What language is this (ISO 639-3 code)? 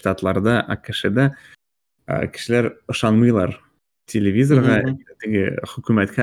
tat